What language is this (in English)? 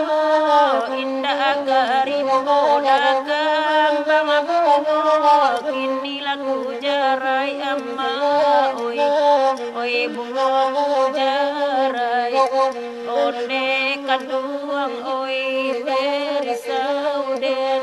Minangkabau